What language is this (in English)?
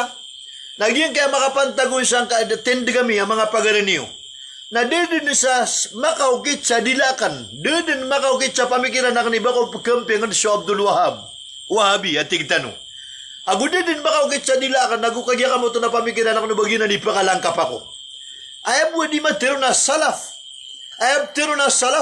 Maranao